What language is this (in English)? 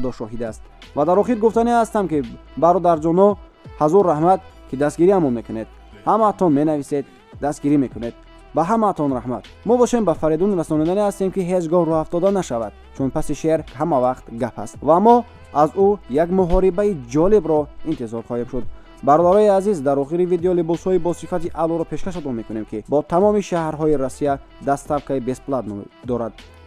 Tajik